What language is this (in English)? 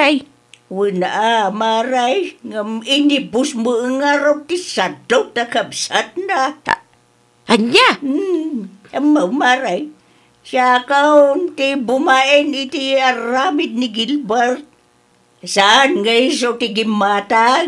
Iloko